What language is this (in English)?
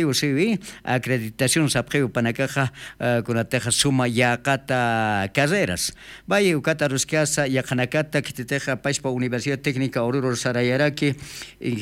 Aymara